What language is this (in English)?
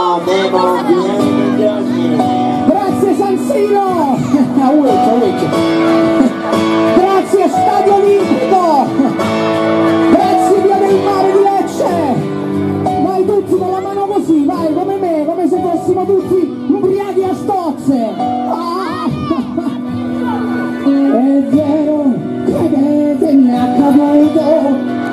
Italian